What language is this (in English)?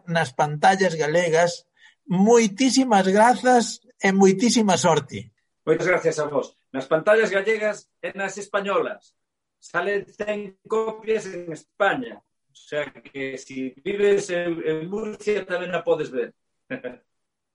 Galician